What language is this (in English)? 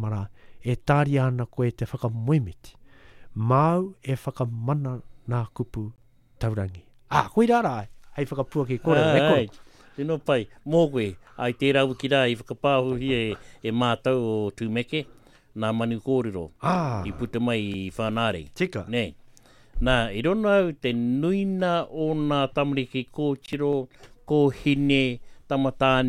Māori